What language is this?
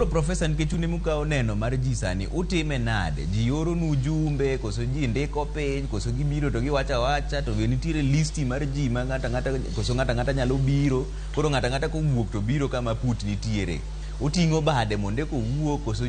Luo (Kenya and Tanzania)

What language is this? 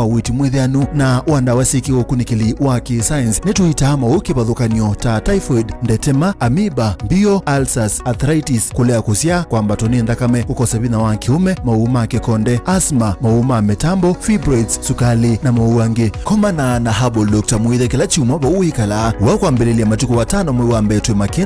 Kamba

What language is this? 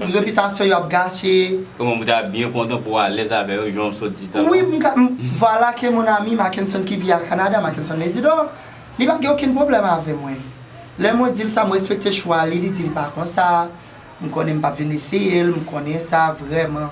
Haitian Creole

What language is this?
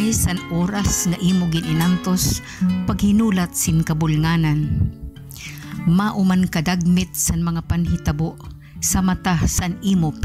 Waray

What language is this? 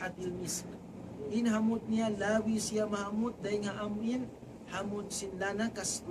Tausug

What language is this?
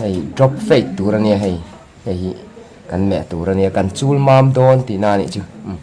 Mizo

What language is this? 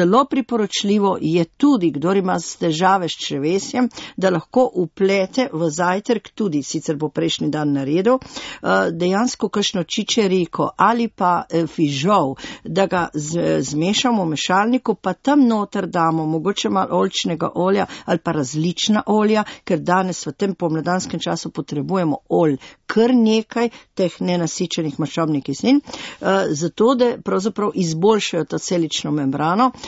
Slovenian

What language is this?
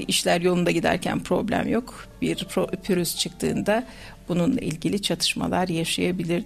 Turkish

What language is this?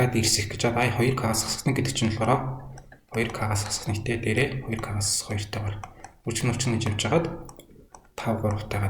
Mongolian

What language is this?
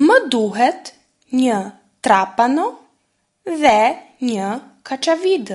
Albanian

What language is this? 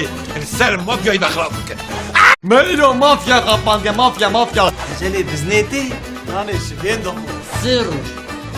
Kurdish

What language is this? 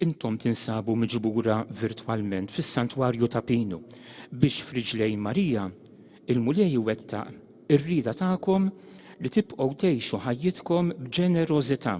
Maltese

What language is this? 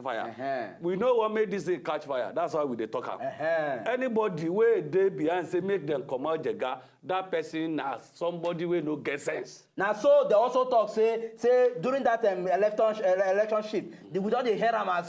Nigerian Pidgin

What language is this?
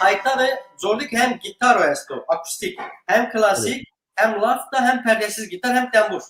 Zaza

